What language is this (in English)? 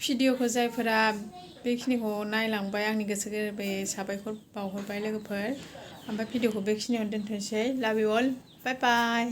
Bodo